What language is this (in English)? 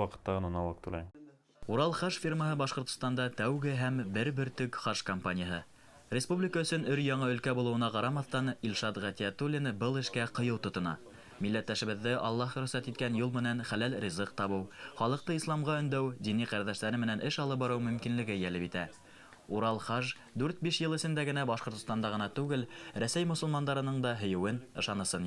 Bashkir